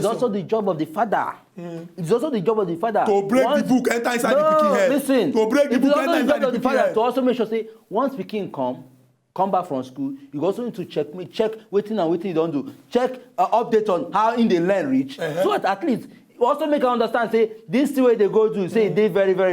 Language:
Nigerian Pidgin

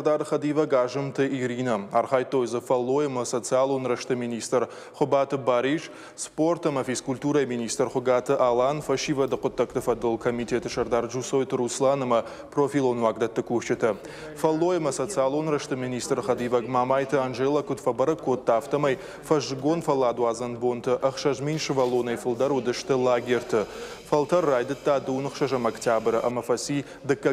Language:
Ossetic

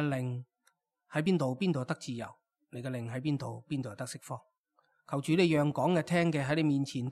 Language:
Cantonese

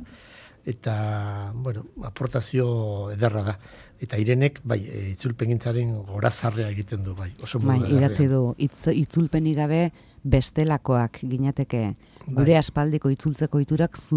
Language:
Basque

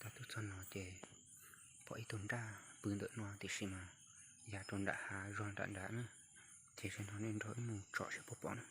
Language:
Hmong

